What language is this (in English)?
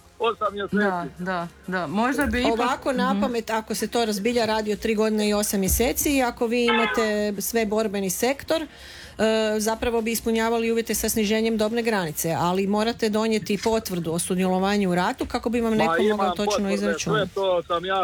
Croatian